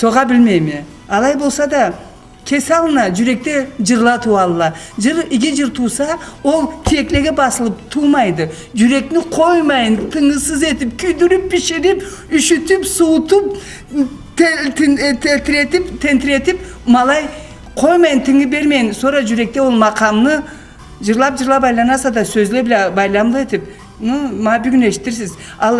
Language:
Karachay-Balkar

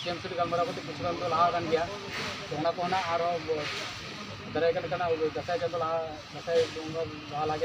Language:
Santali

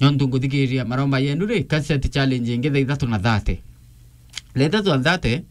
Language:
Meru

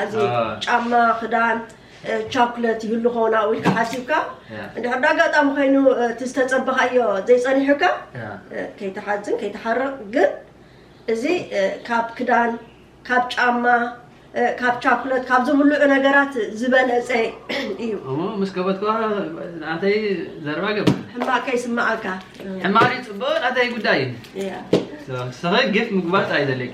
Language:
Tigrinya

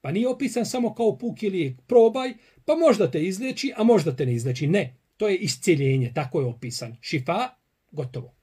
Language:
Bosnian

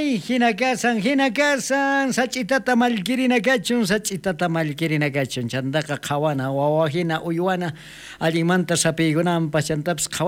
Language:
South Bolivian Quechua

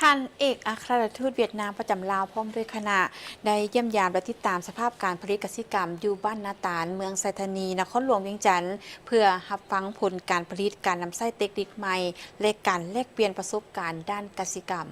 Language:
Lao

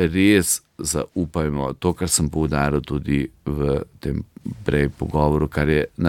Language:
Slovenian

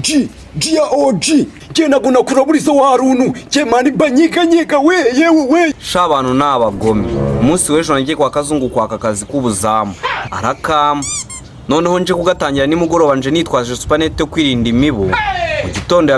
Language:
Kinyarwanda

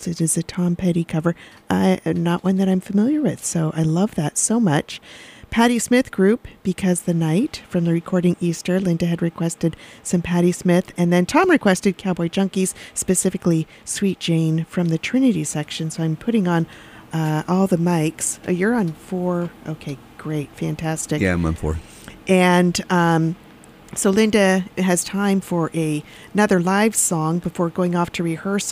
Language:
English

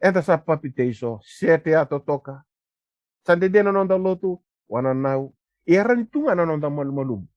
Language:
Fijian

